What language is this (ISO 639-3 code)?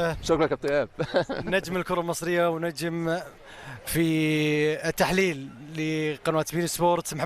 arz